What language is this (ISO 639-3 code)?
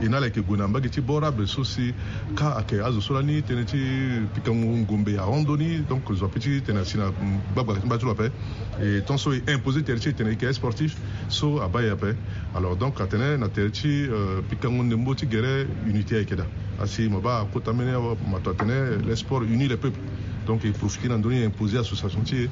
sag